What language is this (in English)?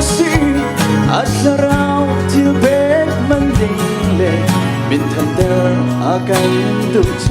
Hakha Chin